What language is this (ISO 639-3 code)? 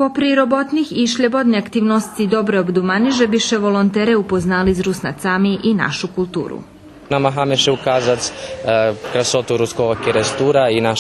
rue